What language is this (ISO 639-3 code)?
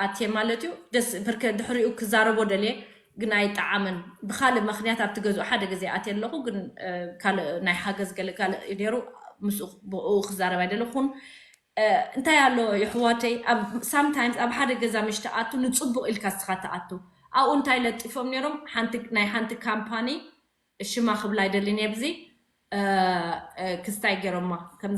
tir